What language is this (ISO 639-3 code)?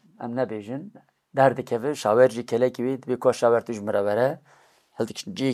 kur